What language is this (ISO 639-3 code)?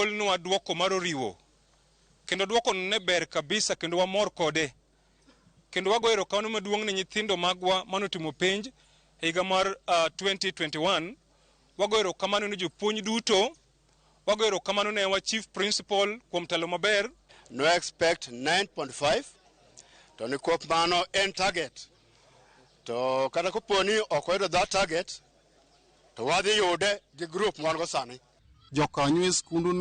luo